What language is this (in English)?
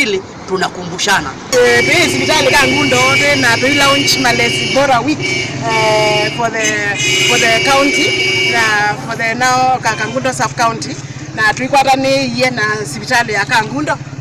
Kamba